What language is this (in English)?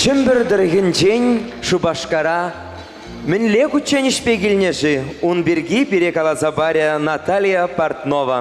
Chuvash